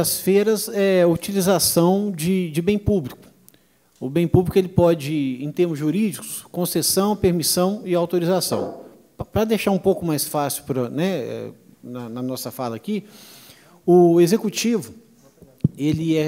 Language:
Portuguese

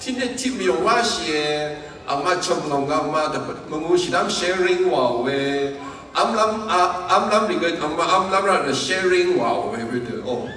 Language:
Rawang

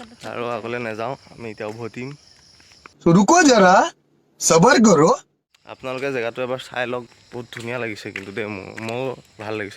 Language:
Assamese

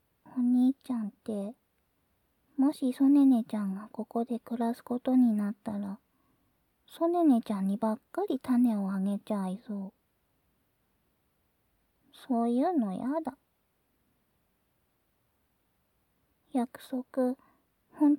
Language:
Japanese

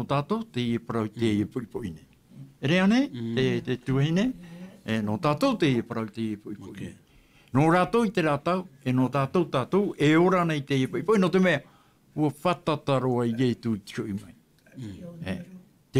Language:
Tahitian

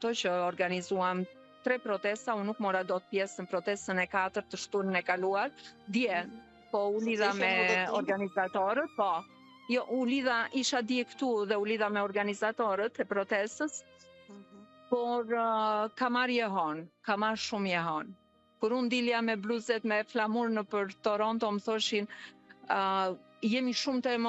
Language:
Albanian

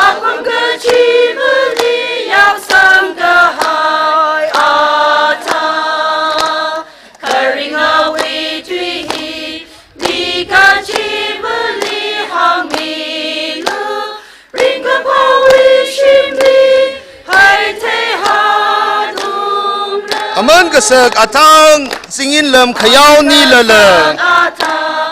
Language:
Tangkhul Naga (India)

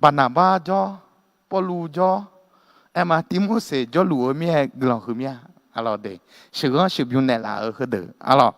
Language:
Akha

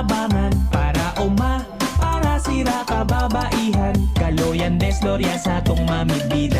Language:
Bikol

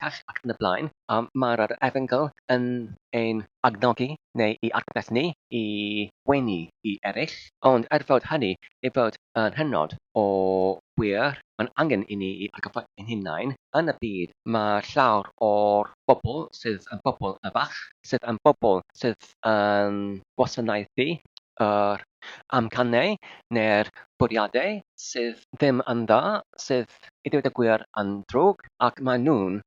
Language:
Welsh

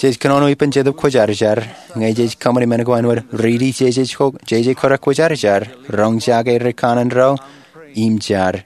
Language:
Marshallese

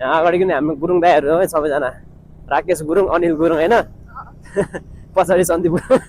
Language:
Nepali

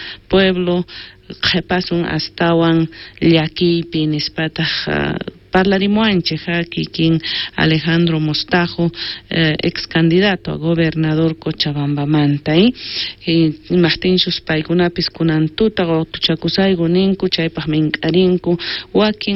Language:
South Bolivian Quechua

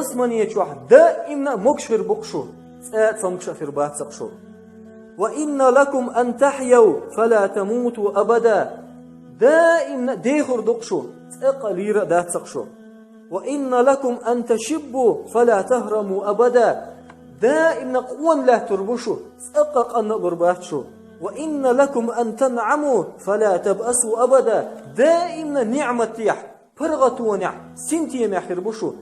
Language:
Chechen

